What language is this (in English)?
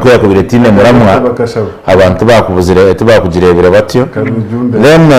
Nyankole